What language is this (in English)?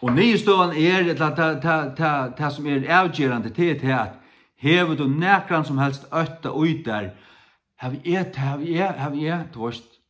Faroese